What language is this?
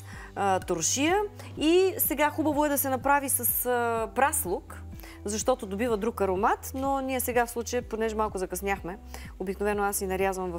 Bulgarian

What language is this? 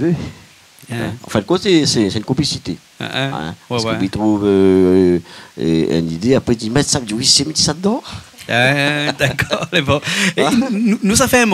Réunion Creole French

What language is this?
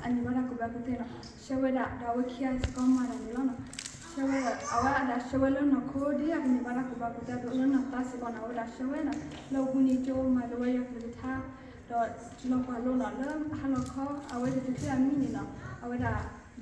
S'gaw Karen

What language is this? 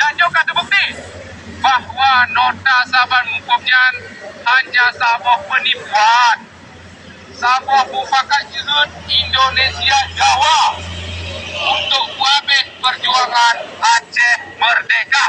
Achinese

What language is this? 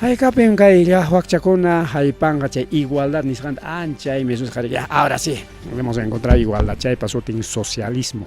Ayacucho Quechua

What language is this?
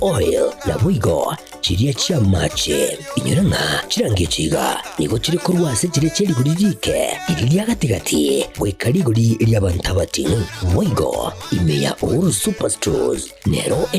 Gusii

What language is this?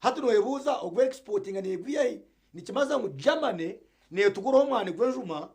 Nyankole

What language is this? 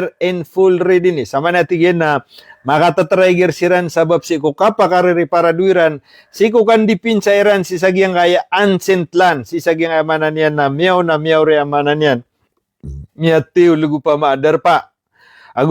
Maranao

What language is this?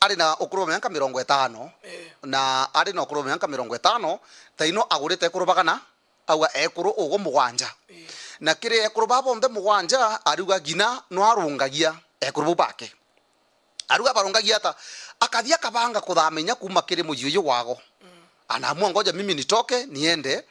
Meru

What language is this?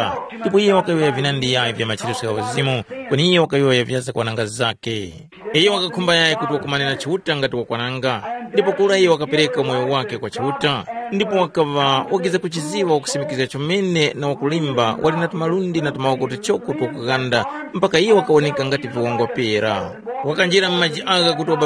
Tumbuka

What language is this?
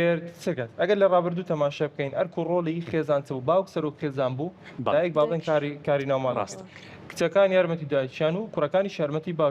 Central Kurdish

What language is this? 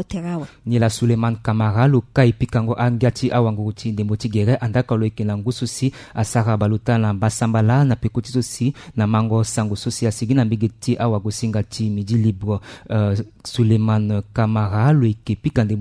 Sango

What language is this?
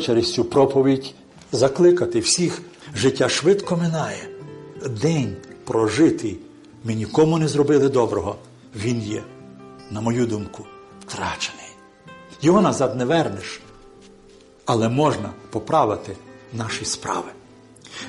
Ukrainian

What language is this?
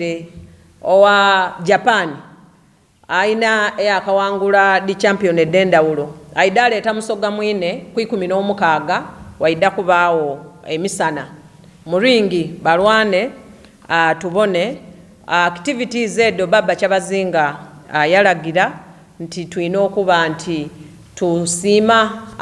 Soga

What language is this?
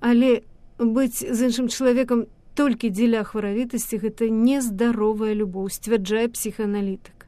Belarusian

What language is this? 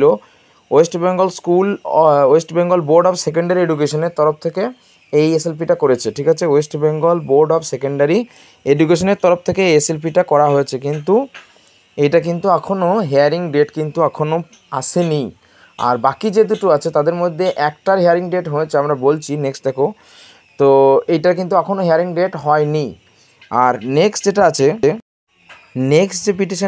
Bangla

